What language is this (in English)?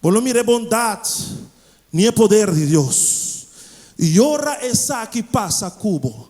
Papiamento